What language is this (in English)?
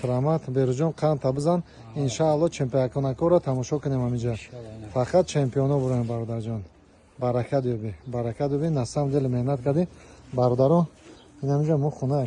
Tajik